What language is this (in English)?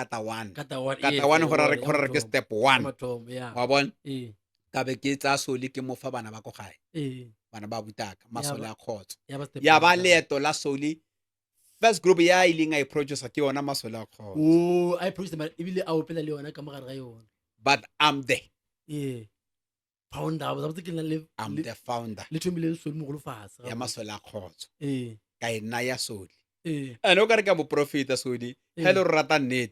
Northern Sotho